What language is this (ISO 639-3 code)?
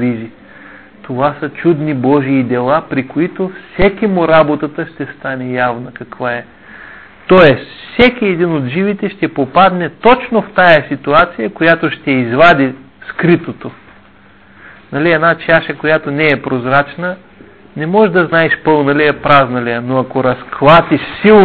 bul